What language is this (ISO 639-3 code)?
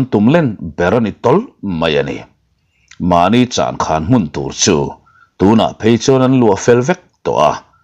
lus